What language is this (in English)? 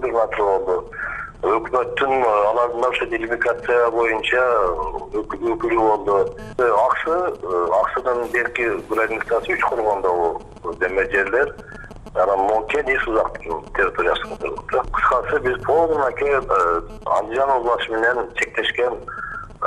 Kyrgyz